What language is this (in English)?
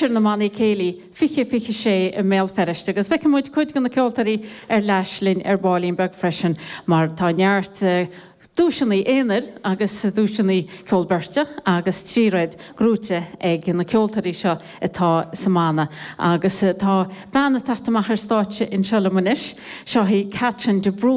Irish